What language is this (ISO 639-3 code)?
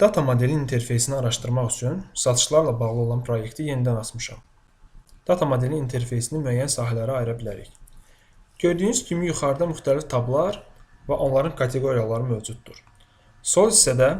aze